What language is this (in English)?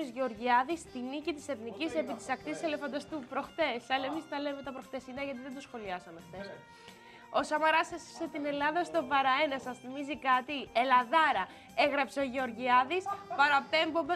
Greek